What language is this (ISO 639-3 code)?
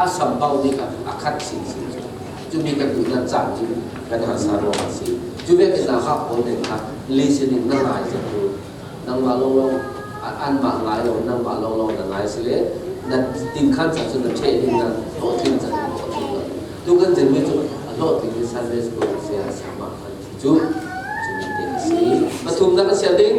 cfm